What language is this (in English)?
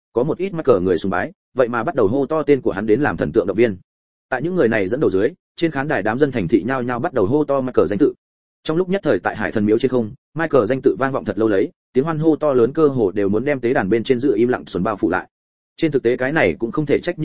Vietnamese